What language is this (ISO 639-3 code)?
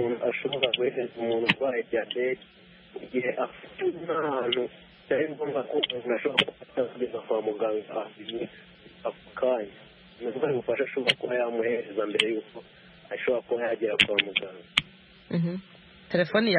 kin